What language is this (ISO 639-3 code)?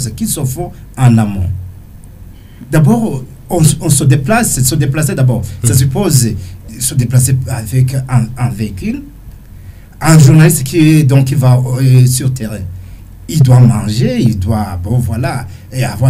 fra